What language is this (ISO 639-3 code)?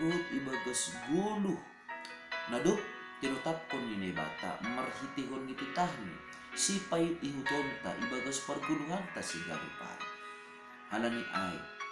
bts